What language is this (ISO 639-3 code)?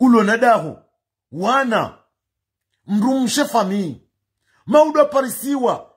zdj